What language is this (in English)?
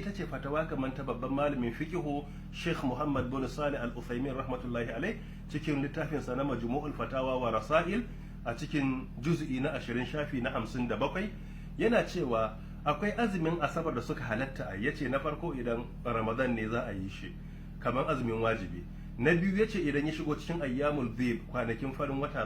Hausa